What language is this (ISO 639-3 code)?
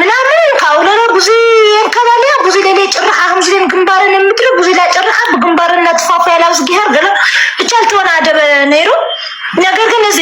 tir